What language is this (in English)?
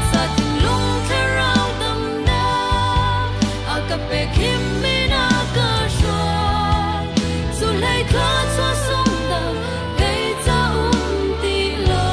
Hakha Chin